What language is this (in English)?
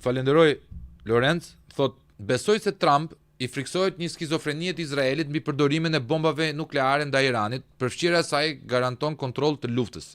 Albanian